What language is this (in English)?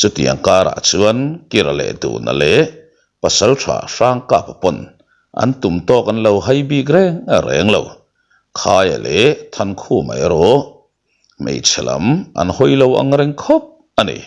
Mizo